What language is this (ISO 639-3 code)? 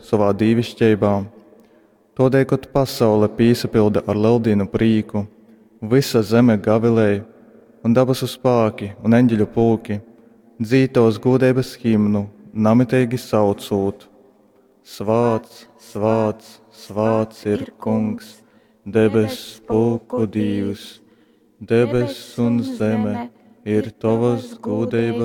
ltg